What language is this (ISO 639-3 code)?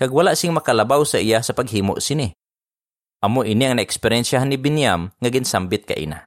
hil